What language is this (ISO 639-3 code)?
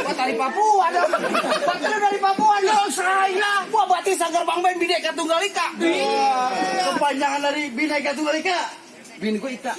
bew